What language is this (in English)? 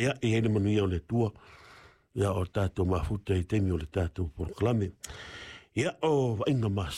Samoan